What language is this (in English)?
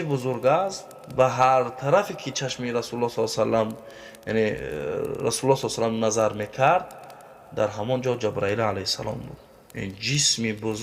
Tajik